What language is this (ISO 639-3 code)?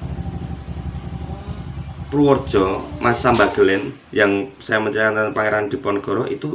ind